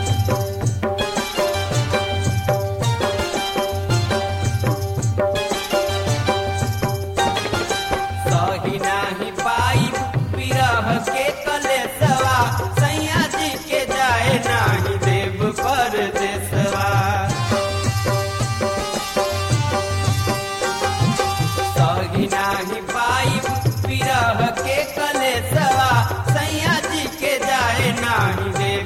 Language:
Bhojpuri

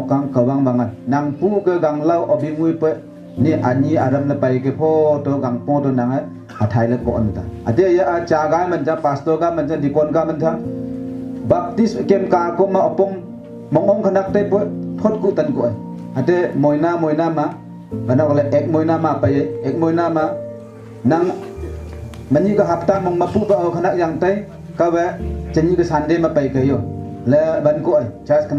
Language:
Naga Pidgin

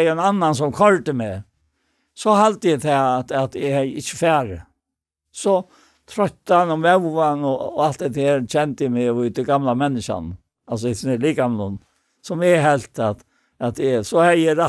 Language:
Faroese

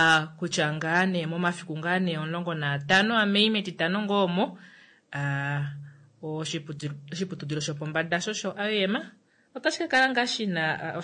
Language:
Kuanyama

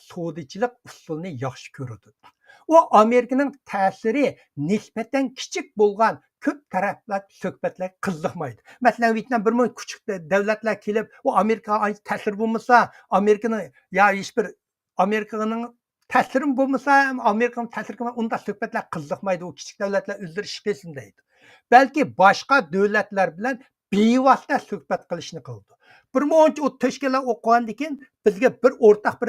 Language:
Uyghur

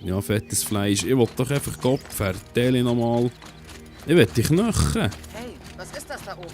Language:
Swiss German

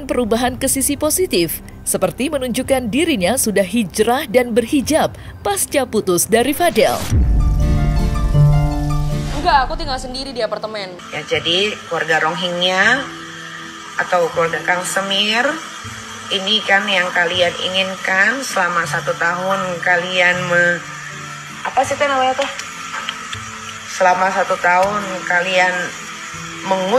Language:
Indonesian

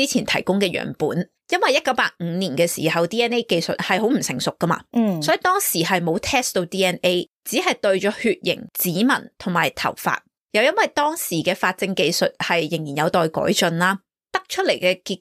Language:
Cantonese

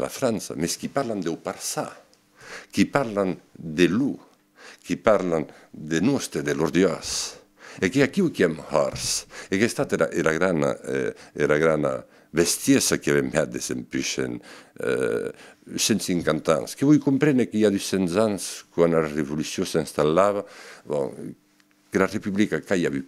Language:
Occitan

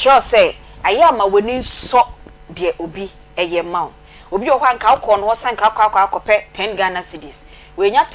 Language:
Akan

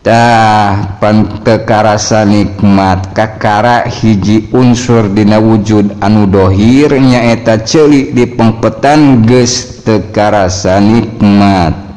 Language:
Sundanese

